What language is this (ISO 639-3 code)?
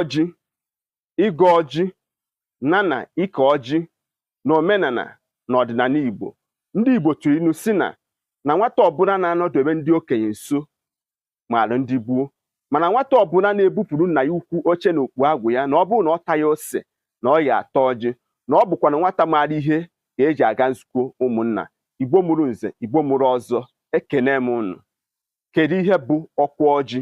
ibo